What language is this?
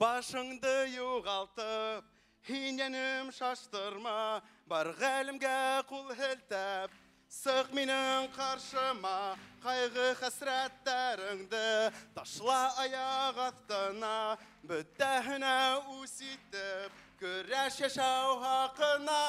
Bashkir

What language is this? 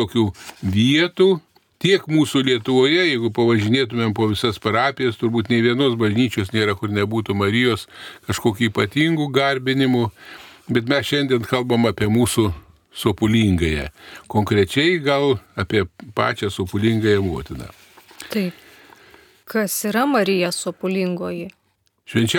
Lithuanian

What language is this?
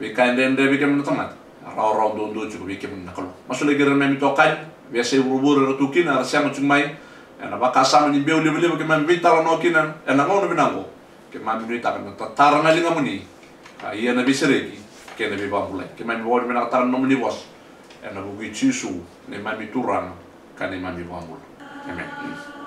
Fijian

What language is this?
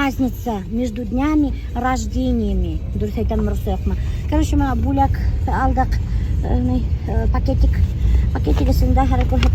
Bashkir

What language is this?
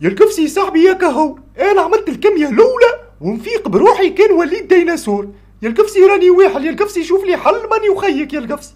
Tunisian Arabic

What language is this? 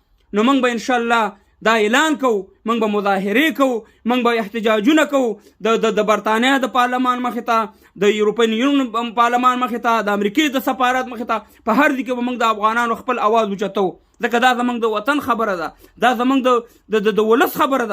Pashto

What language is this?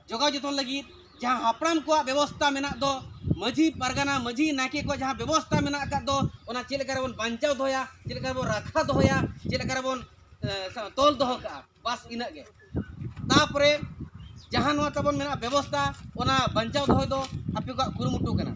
Santali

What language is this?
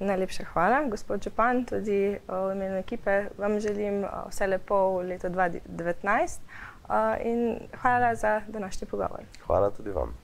Slovenian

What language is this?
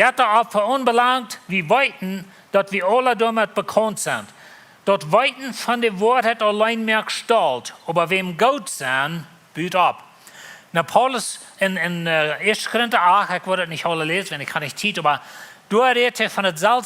Plautdietsch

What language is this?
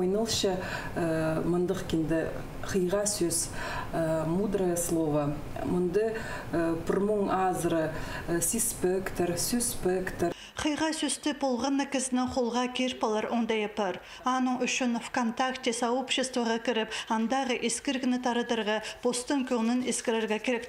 Khakas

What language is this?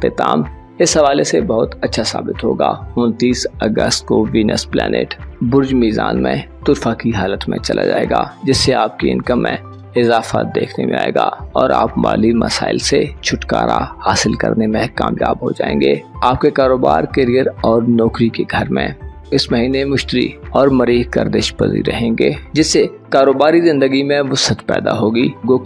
Urdu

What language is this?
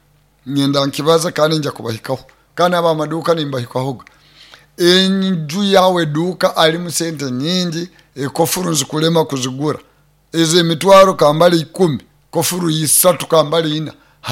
Nyoro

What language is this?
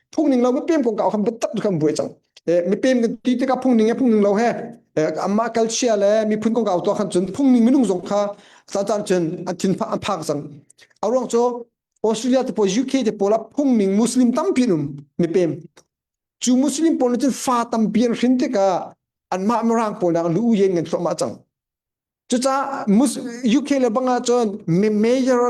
Hakha Chin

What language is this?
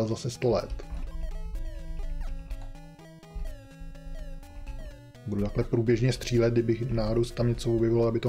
Czech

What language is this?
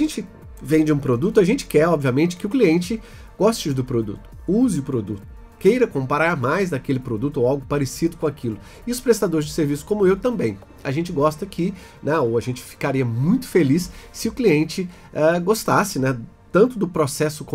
Portuguese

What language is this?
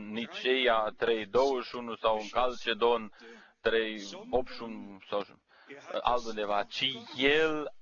Romanian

